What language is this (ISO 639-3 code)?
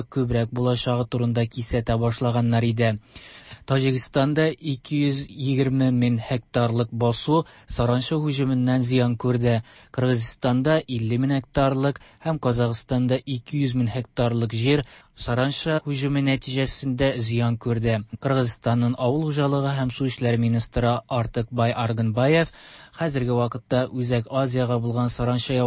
tat